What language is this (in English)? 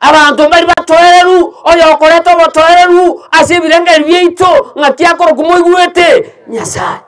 Gusii